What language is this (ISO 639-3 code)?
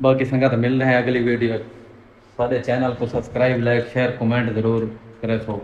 skr